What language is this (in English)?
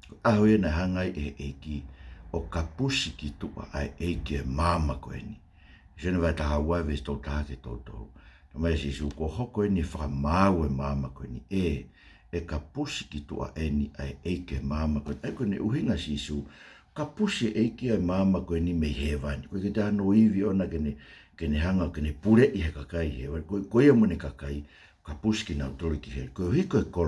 Tongan